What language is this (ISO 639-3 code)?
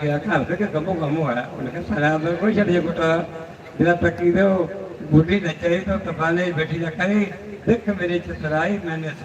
doi